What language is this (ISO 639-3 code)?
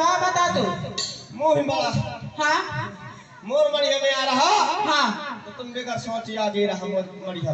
hne